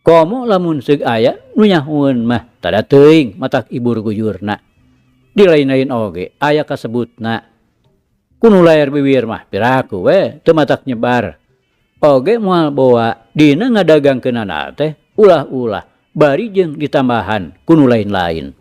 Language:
Sundanese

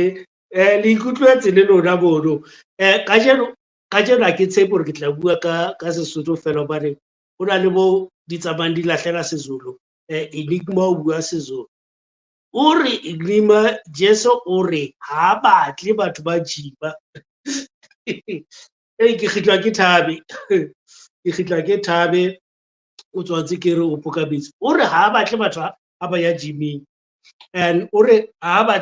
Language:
Southern Sotho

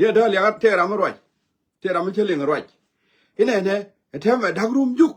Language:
Nuer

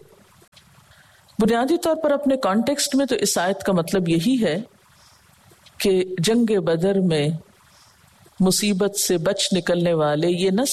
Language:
Urdu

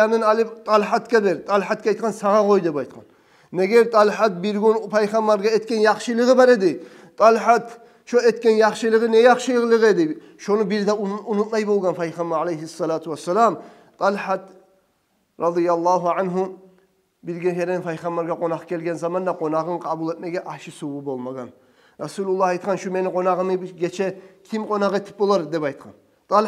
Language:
Kumyk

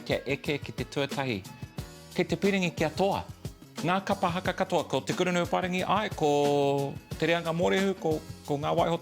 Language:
Māori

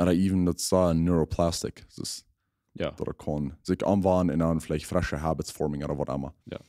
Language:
Plautdietsch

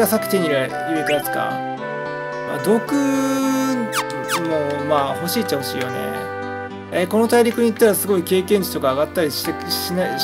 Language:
Japanese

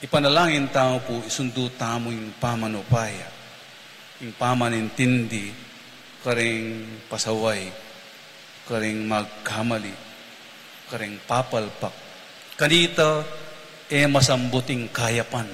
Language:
Pampanga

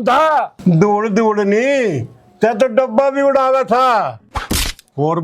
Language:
Haryanvi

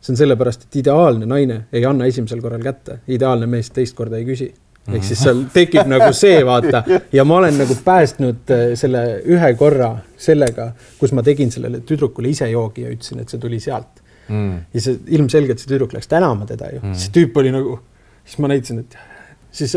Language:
Estonian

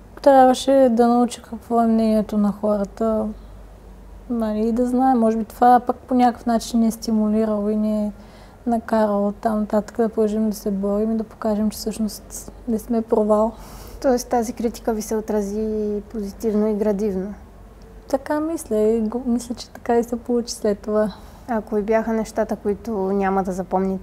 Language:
Bulgarian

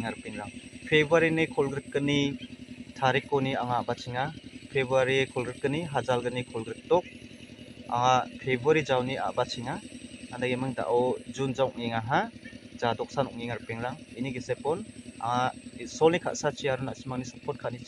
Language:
Garo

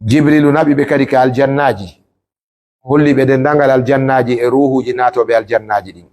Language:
Pular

